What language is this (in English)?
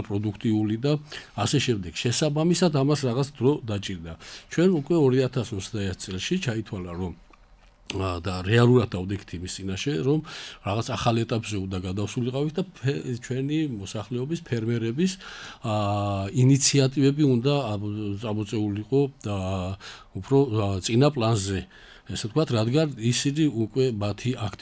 Georgian